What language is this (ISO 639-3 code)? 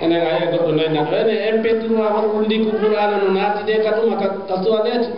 ful